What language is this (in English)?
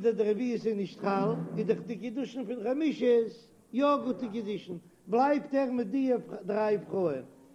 Yiddish